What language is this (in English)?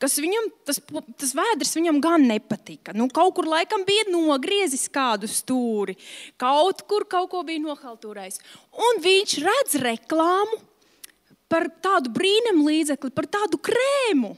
Latvian